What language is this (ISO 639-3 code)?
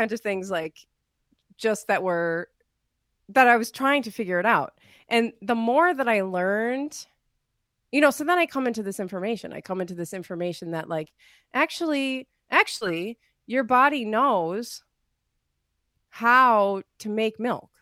eng